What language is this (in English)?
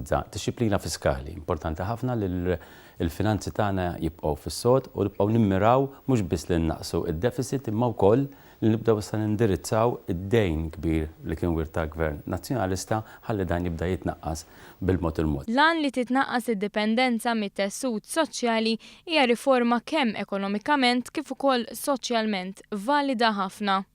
Maltese